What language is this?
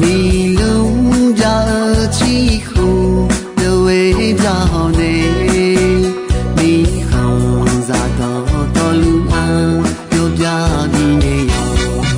Akha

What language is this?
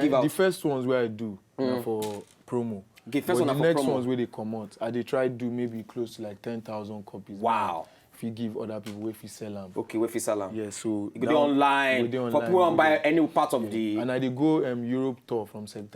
Nigerian Pidgin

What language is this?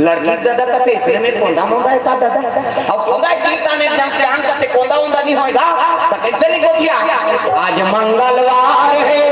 Chhattisgarhi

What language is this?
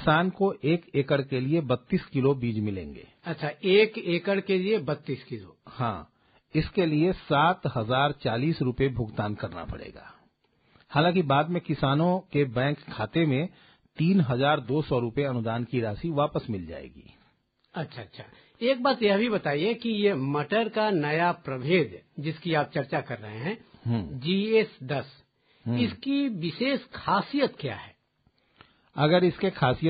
Hindi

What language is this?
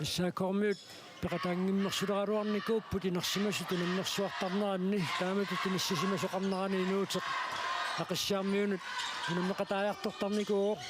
Kalaallisut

